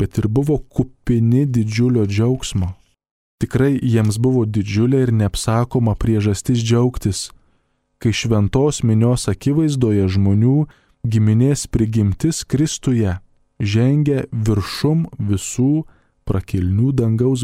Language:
Lithuanian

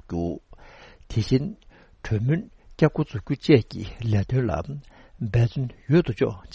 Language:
Tibetan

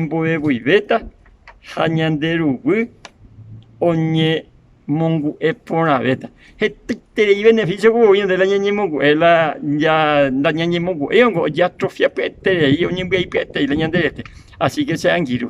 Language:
Guarani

